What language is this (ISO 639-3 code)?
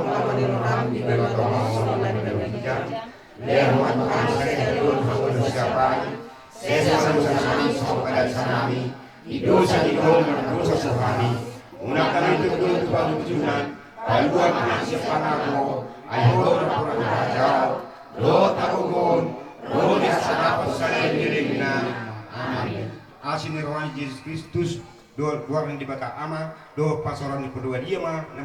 bbc